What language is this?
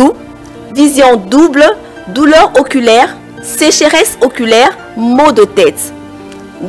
French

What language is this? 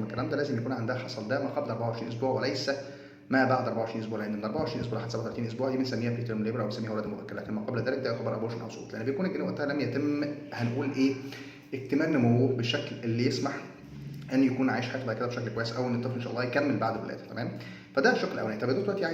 Egyptian Arabic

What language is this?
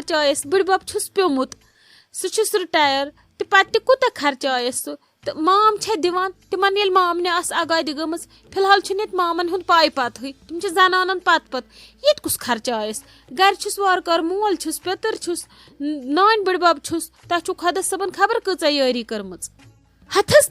Kashmiri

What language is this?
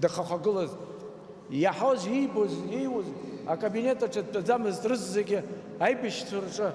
Abkhazian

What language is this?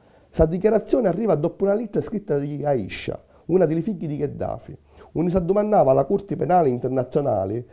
Sicilian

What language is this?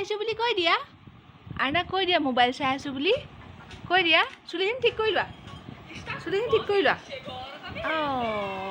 Assamese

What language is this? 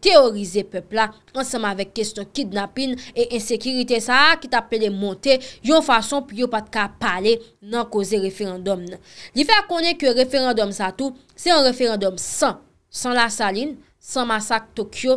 Haitian Creole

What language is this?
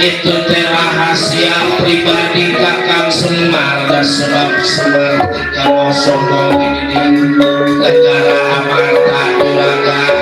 Betawi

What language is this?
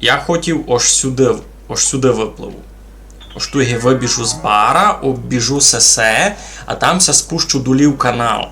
Rusyn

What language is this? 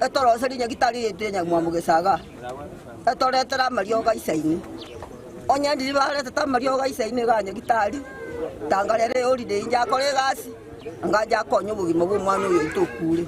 Gusii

